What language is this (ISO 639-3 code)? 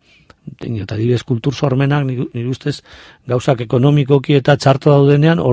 eus